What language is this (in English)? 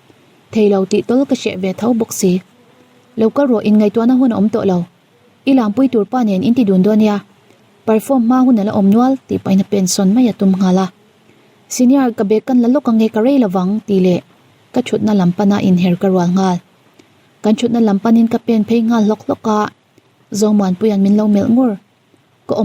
Mizo